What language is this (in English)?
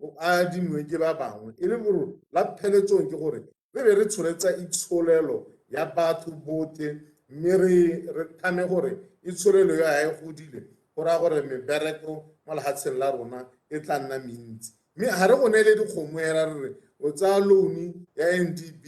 Tswana